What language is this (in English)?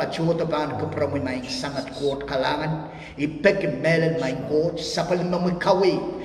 Pohnpeian